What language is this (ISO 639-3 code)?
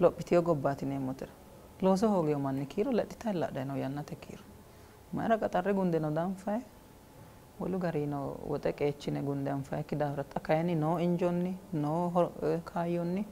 sid